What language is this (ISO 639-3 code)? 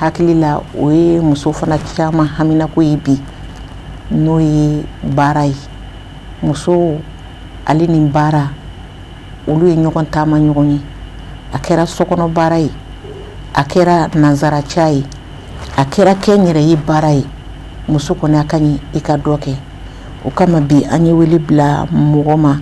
bam